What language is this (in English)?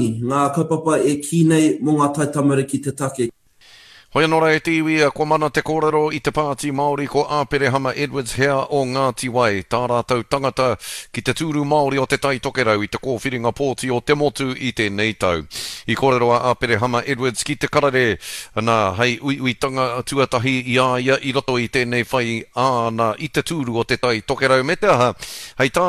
Māori